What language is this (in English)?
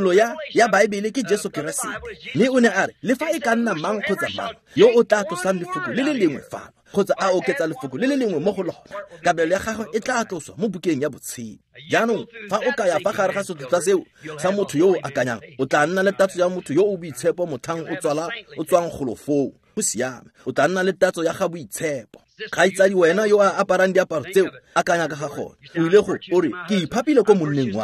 Tswana